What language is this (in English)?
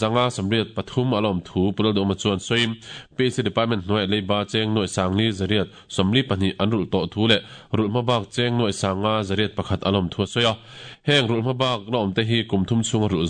Mizo